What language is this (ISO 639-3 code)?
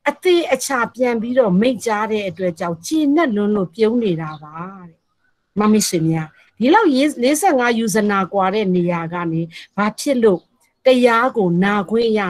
mya